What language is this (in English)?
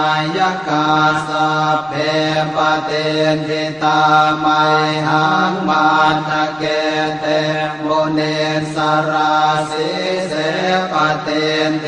Pali